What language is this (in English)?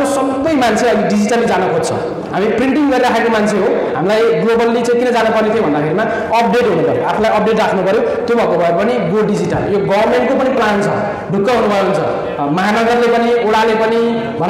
Nepali